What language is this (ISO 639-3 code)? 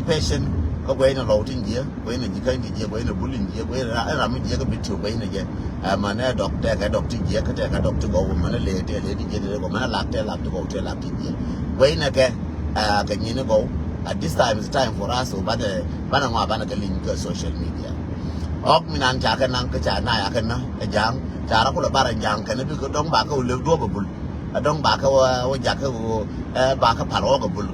nus